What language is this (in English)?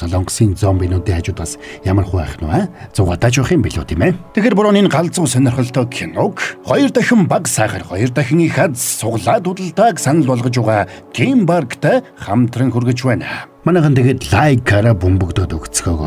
Mongolian